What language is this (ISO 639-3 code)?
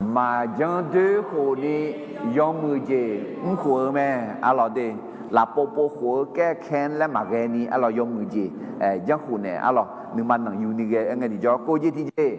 ahk